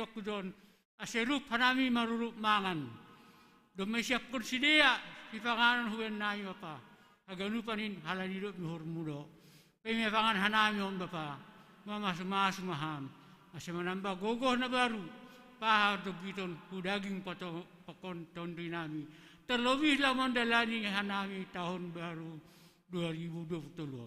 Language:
Batak Simalungun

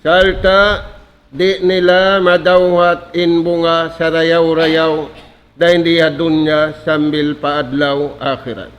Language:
Tausug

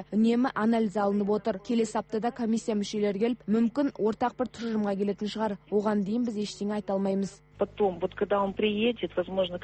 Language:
Kazakh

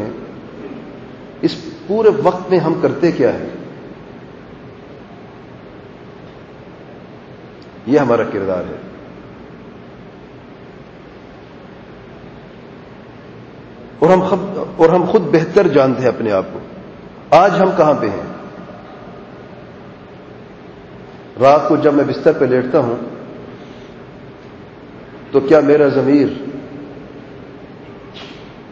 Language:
Urdu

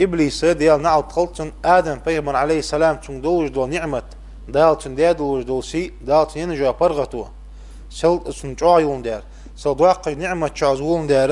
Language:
Ingush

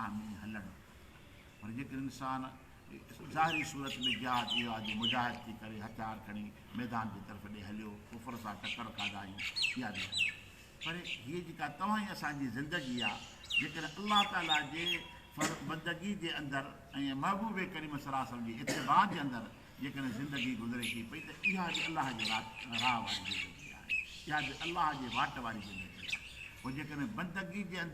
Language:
Sindhi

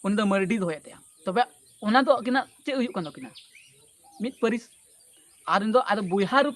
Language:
Santali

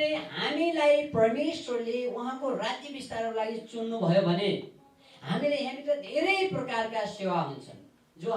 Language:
Nepali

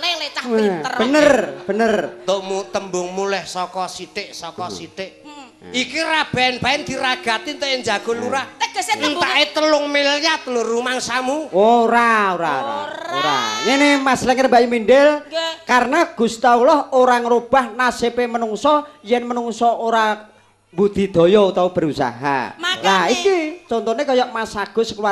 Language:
Javanese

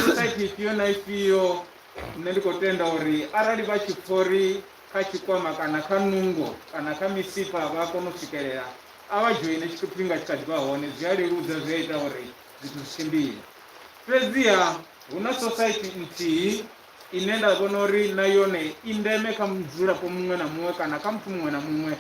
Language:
Venda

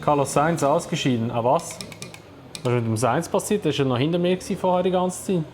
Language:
Swiss German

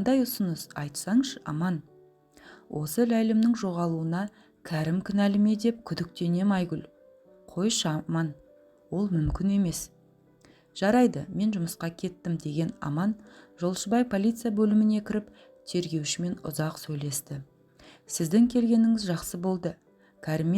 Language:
Kazakh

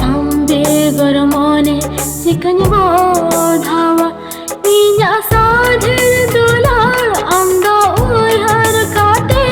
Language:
Santali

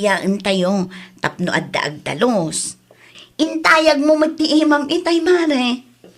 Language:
Iloko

